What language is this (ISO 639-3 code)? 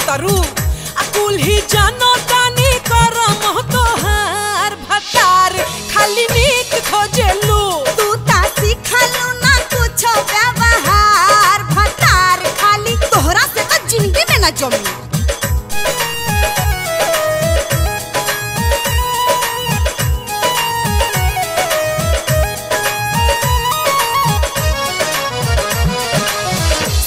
bho